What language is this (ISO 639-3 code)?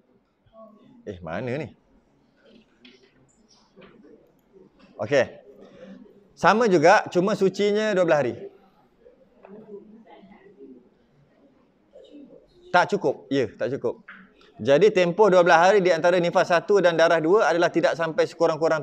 msa